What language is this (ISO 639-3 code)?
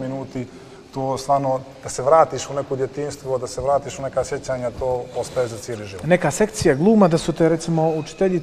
srp